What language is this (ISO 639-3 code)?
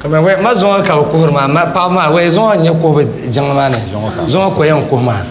dag